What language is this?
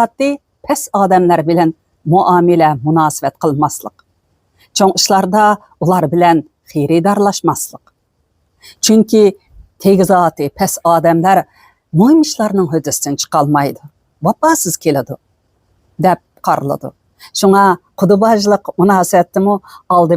Uyghur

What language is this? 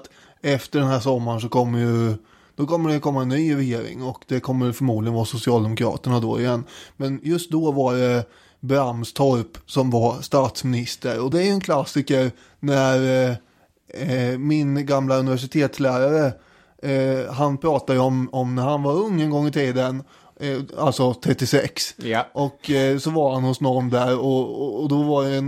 Swedish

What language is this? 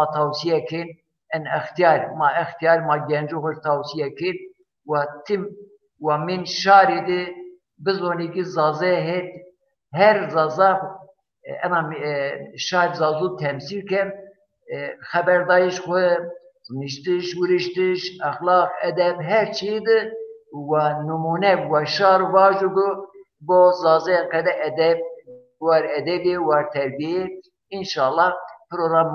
Zaza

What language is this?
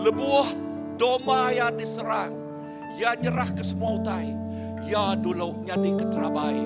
Iban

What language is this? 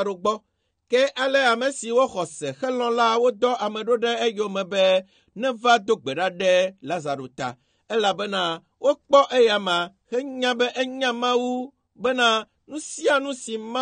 Ewe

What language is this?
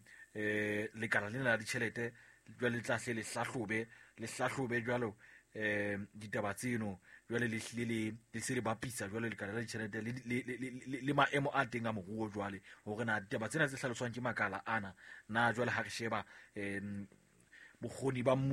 Southern Sotho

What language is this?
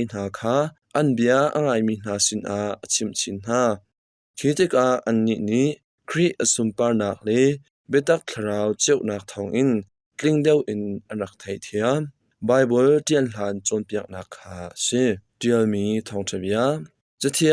Hakha Chin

